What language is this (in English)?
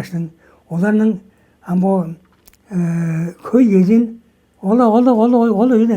Tuvinian